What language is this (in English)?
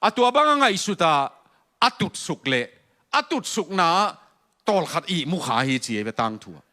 Tedim Chin